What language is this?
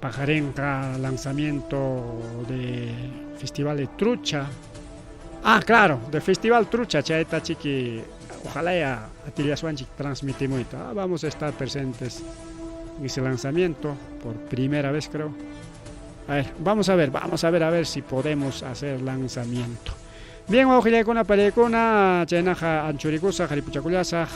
Ayacucho Quechua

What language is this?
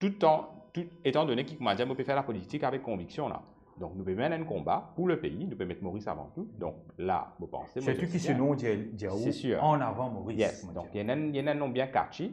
Morisyen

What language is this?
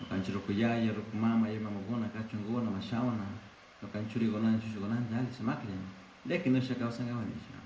Chimborazo Highland Quichua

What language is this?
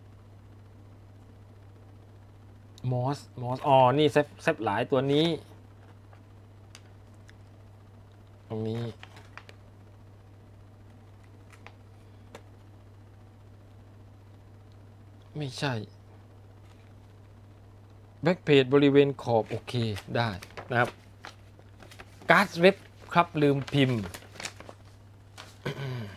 Thai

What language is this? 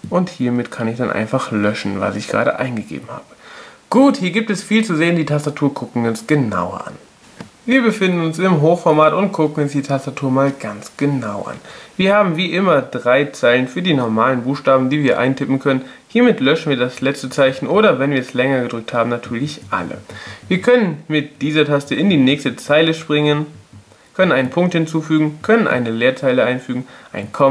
German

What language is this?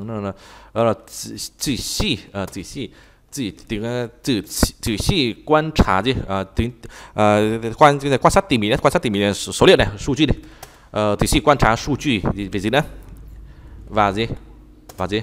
Vietnamese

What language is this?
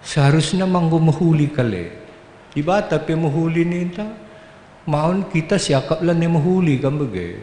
Batak Karo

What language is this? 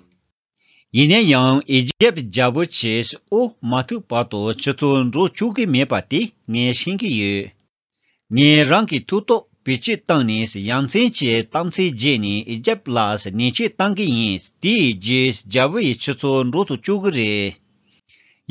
Tibetan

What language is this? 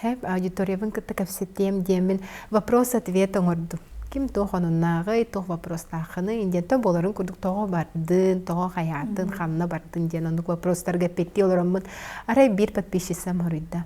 Yakut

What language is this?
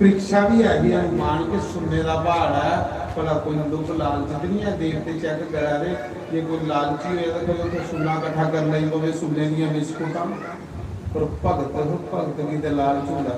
Dogri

